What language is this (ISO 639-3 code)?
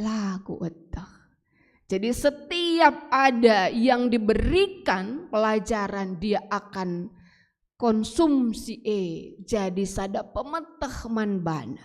btx